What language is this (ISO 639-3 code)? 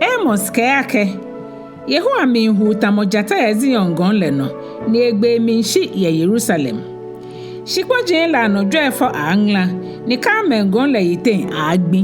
gaa